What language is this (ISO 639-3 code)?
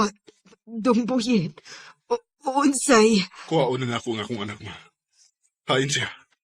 ceb